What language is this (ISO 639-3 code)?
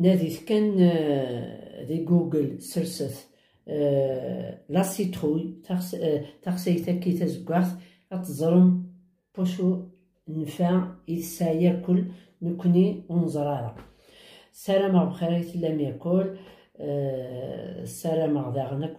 kab